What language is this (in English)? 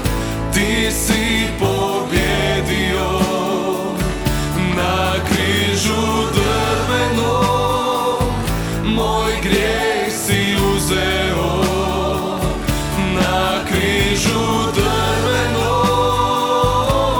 Croatian